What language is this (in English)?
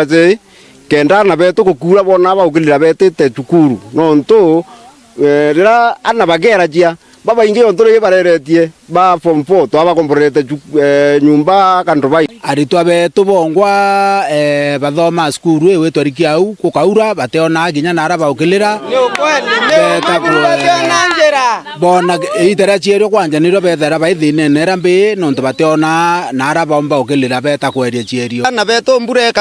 Meru